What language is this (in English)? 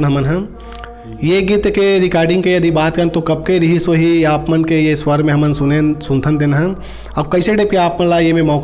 Chhattisgarhi